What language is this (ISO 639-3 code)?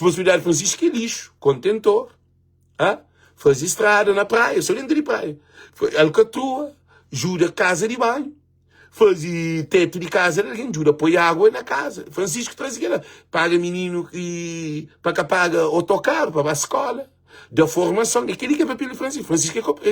kea